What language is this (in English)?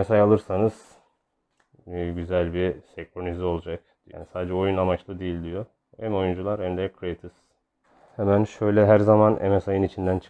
Turkish